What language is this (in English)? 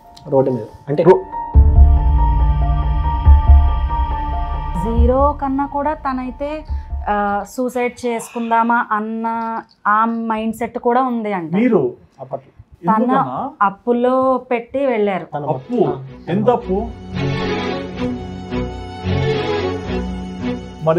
Telugu